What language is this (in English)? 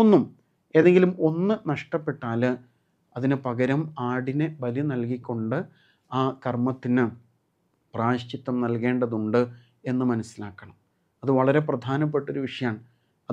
Malayalam